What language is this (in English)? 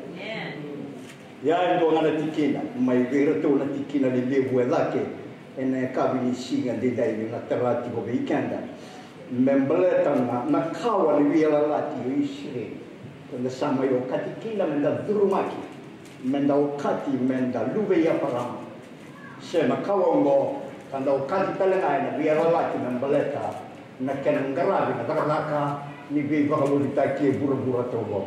Fijian